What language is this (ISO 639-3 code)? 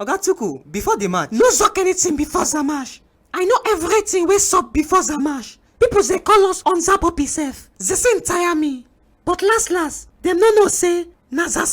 pcm